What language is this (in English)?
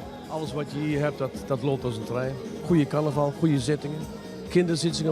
Limburgish